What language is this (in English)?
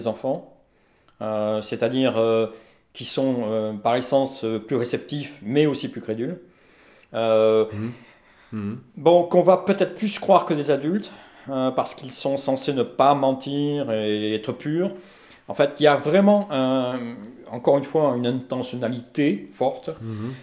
French